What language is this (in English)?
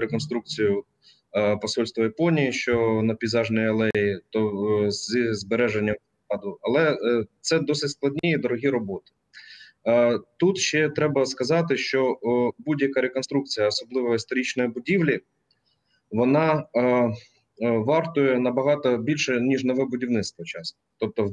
Ukrainian